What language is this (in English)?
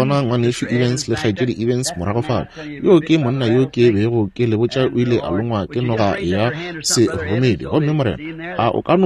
Northern Sotho